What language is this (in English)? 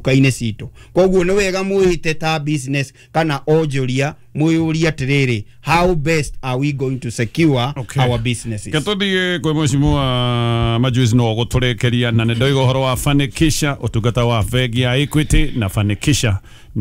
Kikuyu